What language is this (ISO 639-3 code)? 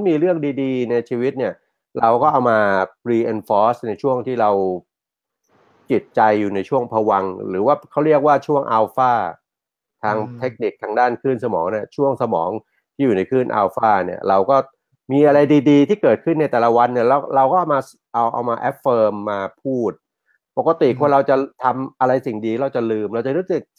tha